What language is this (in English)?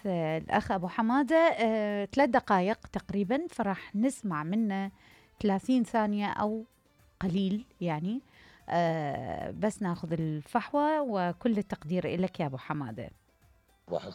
Mesopotamian Arabic